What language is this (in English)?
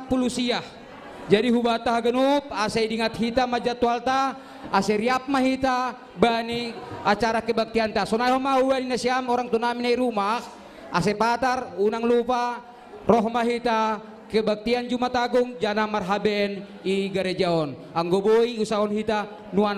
Batak Simalungun